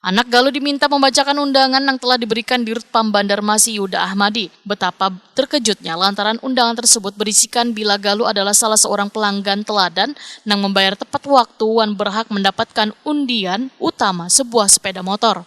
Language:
Banjar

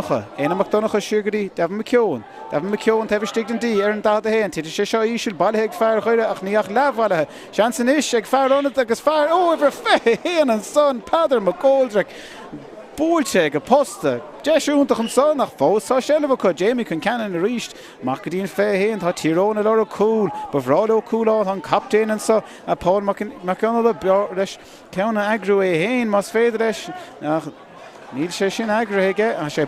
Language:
Irish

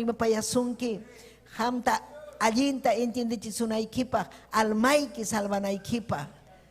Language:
Ayacucho Quechua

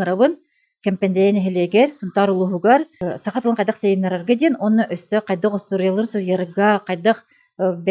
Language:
Yakut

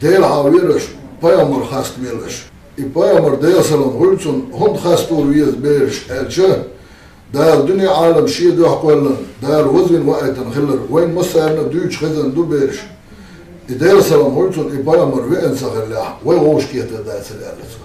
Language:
Chechen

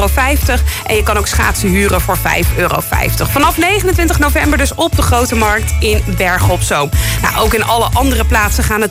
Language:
Dutch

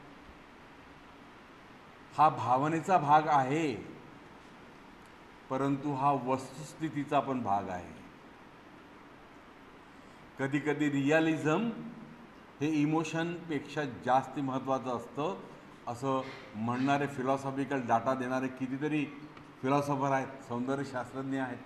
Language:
Marathi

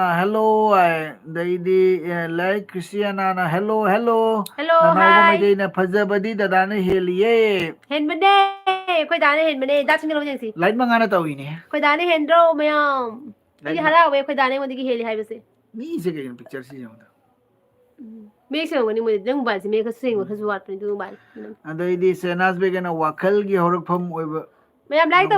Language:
Manipuri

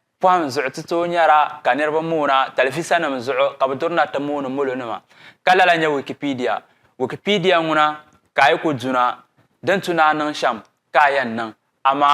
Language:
Dagbani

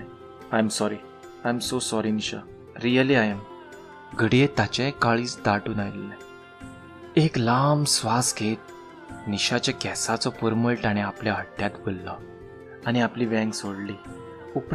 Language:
Konkani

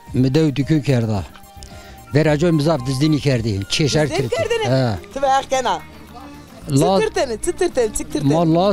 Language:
Zaza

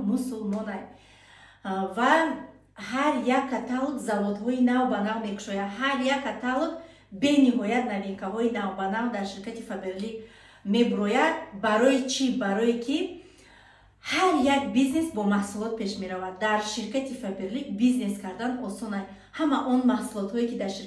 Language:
Tajik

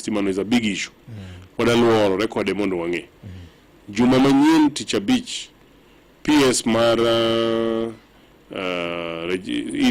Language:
Luo (Kenya and Tanzania)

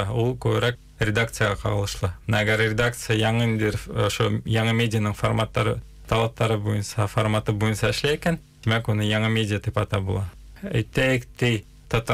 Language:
Bashkir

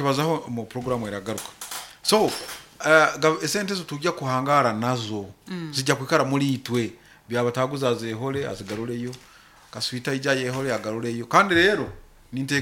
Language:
Nyoro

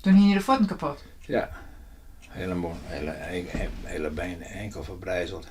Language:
Western Frisian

